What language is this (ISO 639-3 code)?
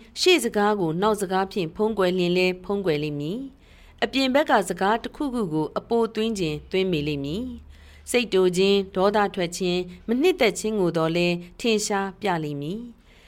mya